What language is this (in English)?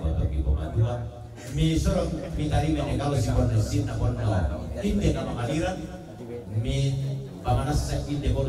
Toraja-Sa'dan